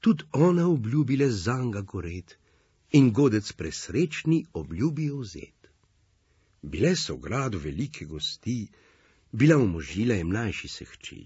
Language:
Slovenian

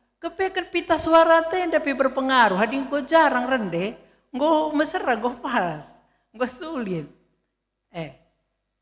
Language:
Batak Karo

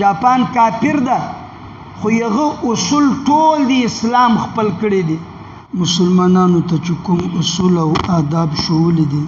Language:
Pashto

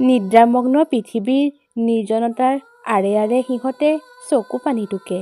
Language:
Assamese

